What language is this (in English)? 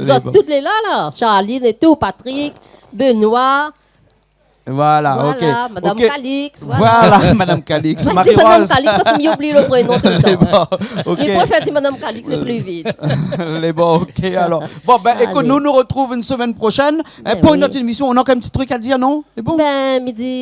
Réunion Creole French